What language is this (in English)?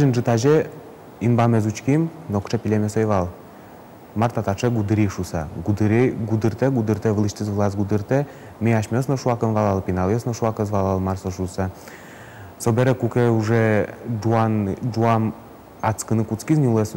Udmurt